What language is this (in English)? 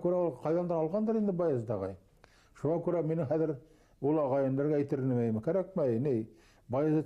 Bashkir